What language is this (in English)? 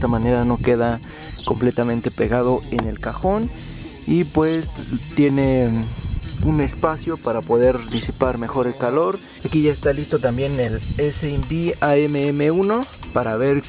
Spanish